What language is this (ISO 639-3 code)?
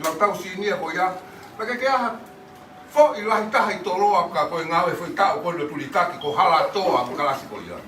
ton